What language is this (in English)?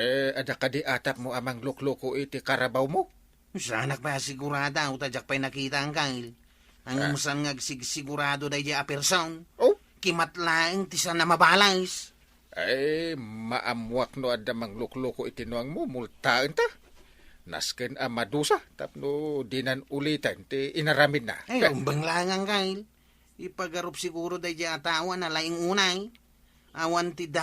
Iloko